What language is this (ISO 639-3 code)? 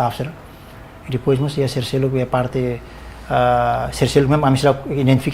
tet